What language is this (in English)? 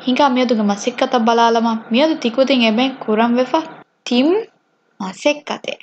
Divehi